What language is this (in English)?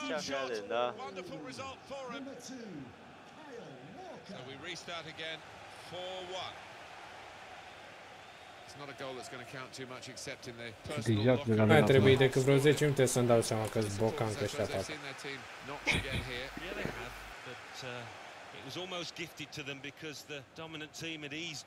Romanian